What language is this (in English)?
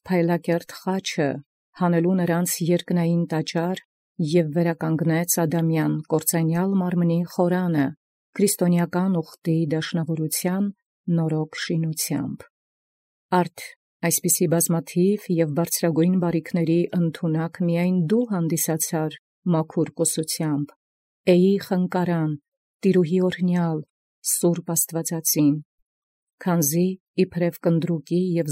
Armenian